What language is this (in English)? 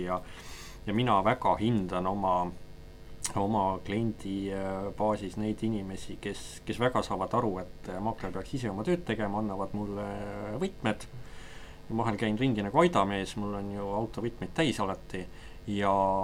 Estonian